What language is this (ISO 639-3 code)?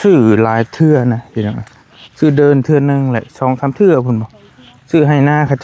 lao